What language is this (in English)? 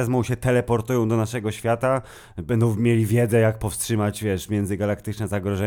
Polish